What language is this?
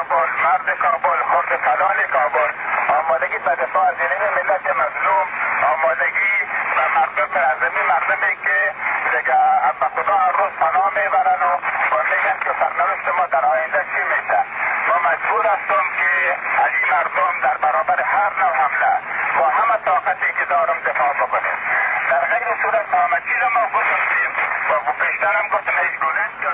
Persian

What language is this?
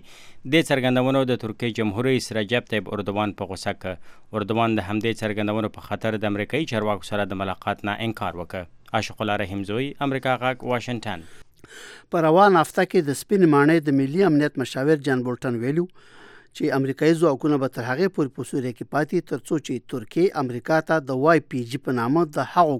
Pashto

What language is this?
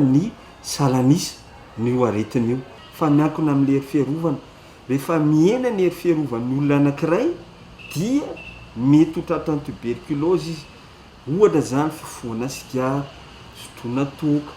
Malagasy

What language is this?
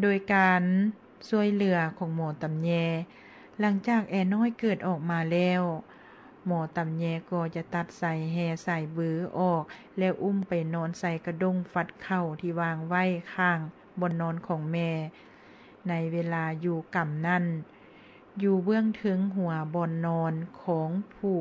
Lao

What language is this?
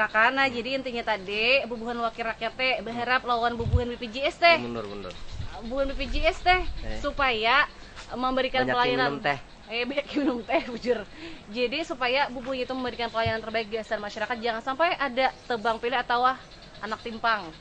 Banjar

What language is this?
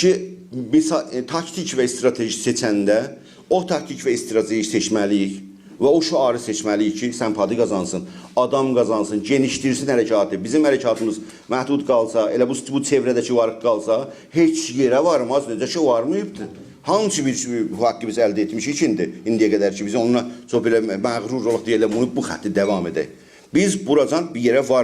South Azerbaijani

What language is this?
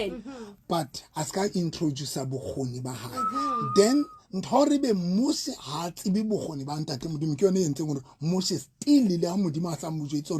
Southern Sotho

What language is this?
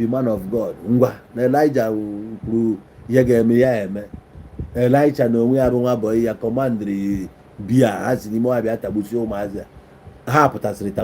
Igbo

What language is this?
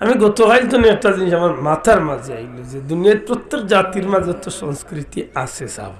Sylheti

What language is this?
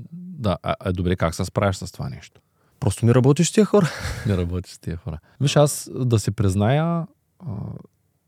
Bulgarian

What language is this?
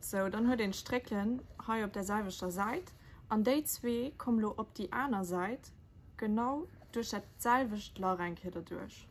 Luxembourgish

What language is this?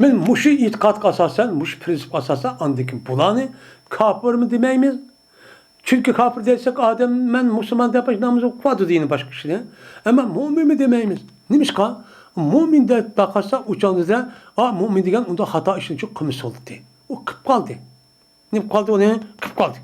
Uyghur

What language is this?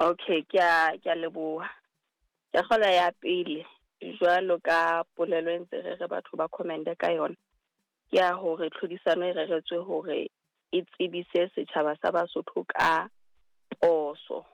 Southern Sotho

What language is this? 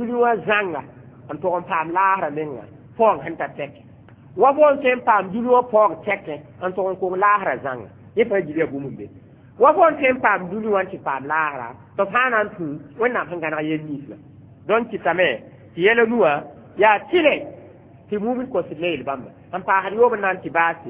Mossi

